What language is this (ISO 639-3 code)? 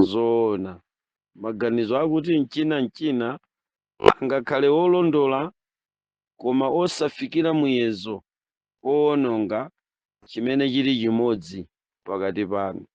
nya